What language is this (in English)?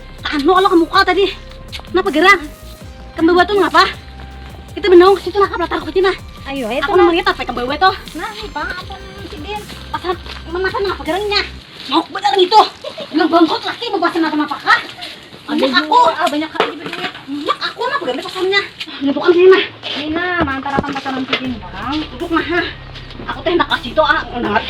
Banjar